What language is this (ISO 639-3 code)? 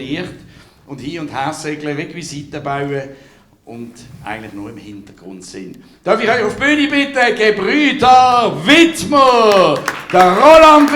gsw